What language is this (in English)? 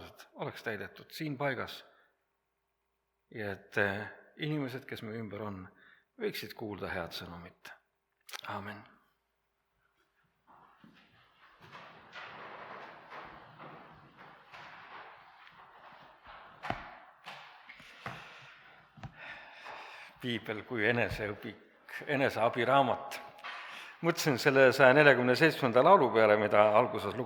Estonian